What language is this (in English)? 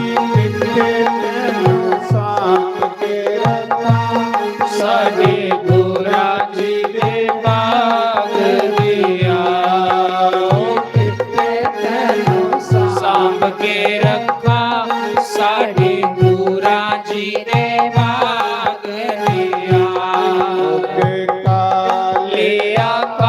Dogri